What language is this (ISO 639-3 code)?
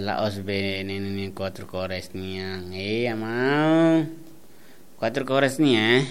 tet